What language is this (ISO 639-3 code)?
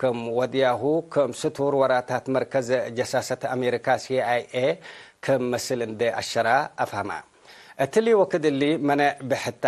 tig